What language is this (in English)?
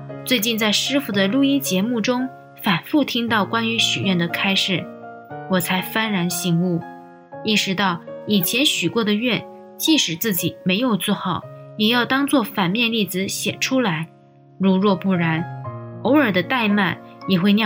Chinese